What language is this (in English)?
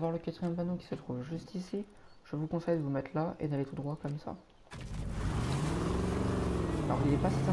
French